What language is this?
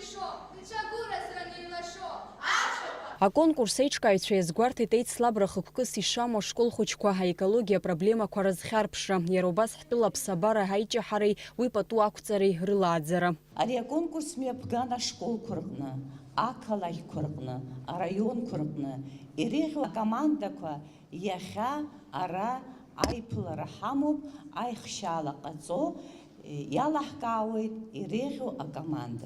Abkhazian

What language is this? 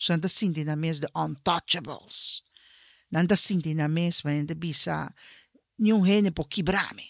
Papiamento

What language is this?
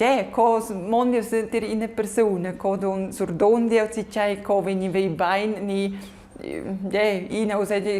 Romansh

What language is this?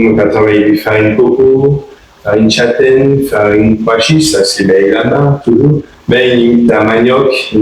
Guadeloupean Creole French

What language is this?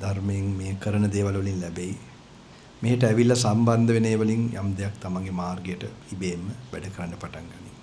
Sinhala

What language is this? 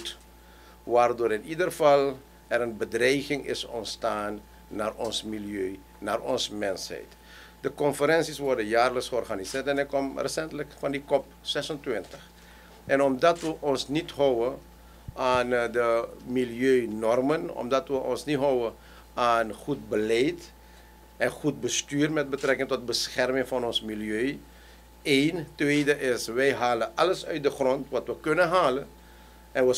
Dutch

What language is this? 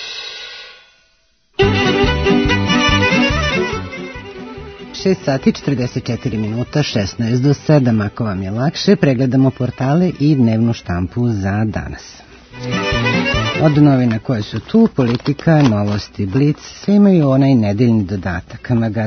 Serbian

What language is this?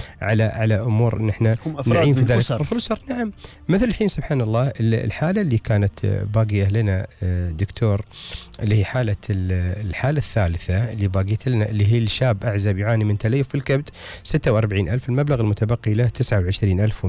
Gulf Arabic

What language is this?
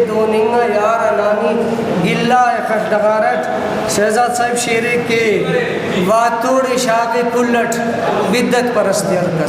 Brahui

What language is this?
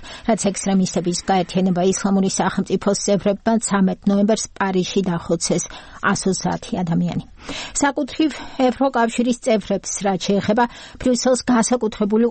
Georgian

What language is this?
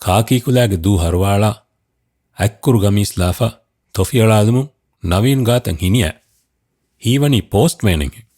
Divehi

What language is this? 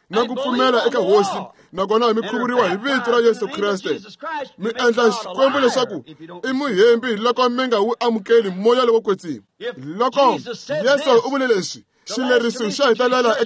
Tsonga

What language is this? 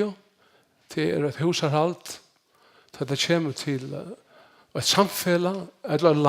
Faroese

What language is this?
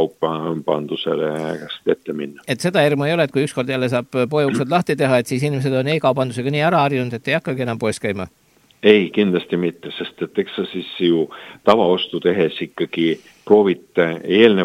Estonian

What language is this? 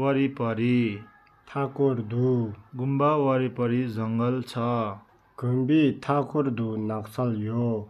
Tibetan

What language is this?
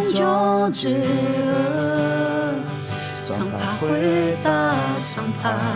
Akha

